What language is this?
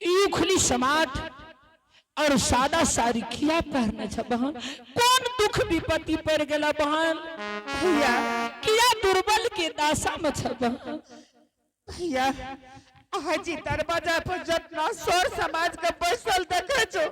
Angika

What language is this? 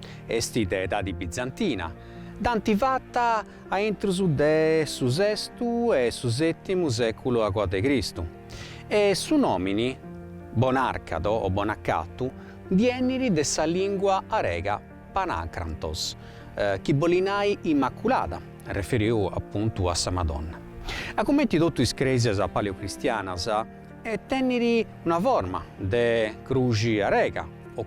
Sardinian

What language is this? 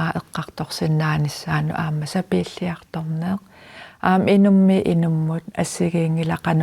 Kalaallisut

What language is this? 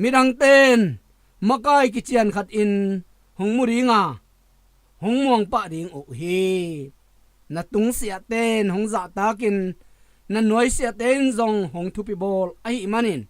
Tedim Chin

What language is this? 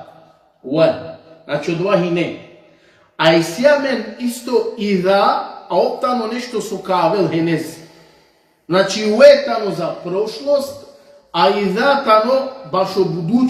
Balkan Romani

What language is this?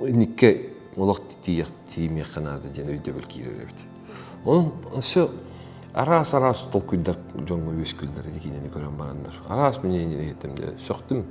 Yakut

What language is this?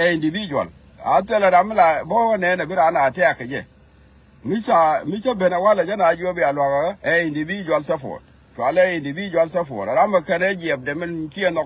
Nuer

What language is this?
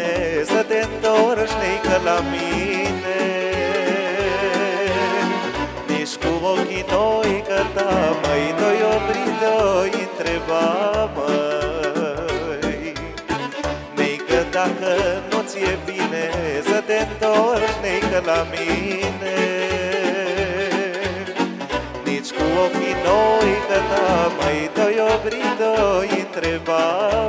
Romanian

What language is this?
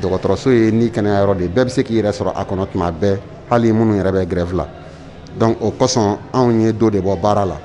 Bambara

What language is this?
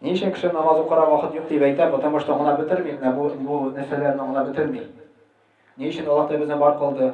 Tatar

